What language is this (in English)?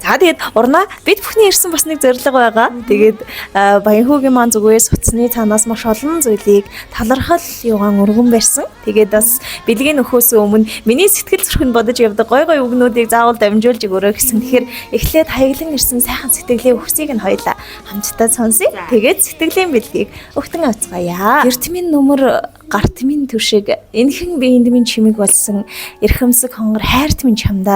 Mongolian